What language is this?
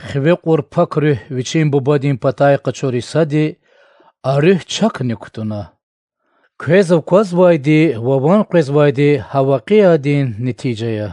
Lezghian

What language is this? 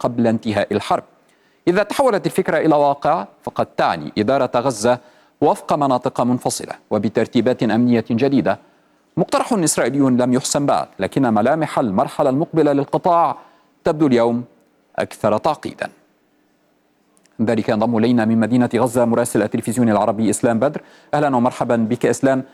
Arabic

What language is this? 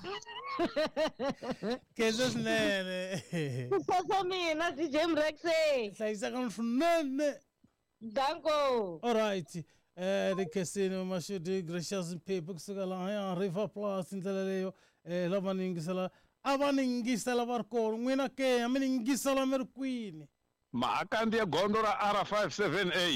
Tsonga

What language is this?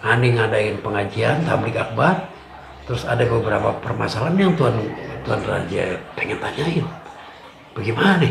Betawi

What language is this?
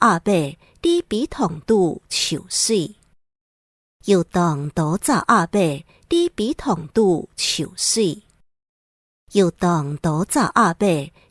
Hakka Chinese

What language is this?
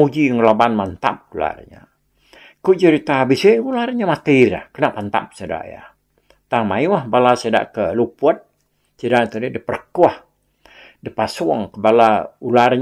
Iban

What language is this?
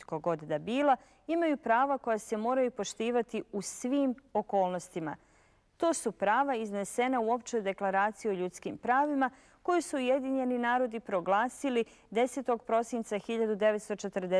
Bosnian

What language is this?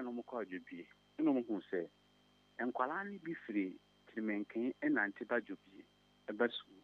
Akan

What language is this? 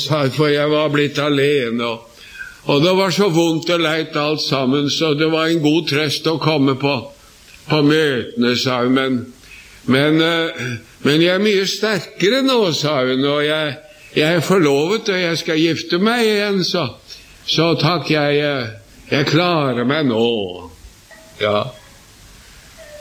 Norwegian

